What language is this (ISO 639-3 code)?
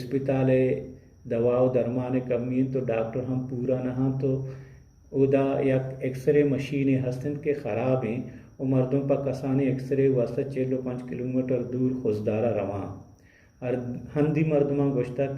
bal